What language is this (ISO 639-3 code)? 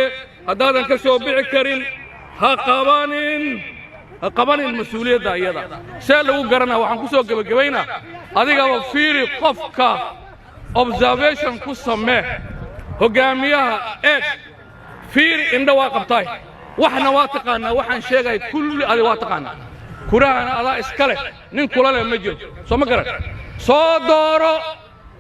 som